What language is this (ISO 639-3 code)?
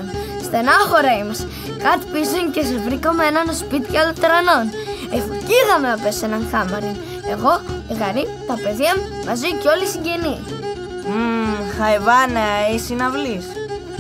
pnt